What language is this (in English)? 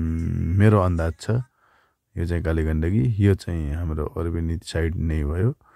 Nepali